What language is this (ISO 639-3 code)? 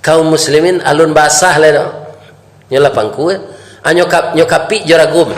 min